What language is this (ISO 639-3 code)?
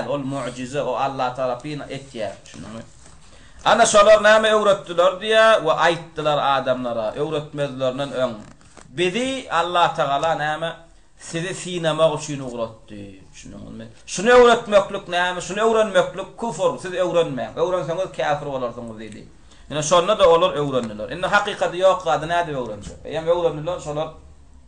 tuk